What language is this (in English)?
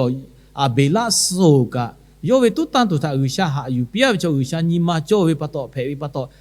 Lahu